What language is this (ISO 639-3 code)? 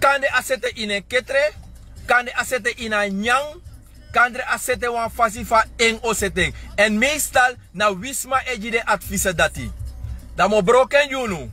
srn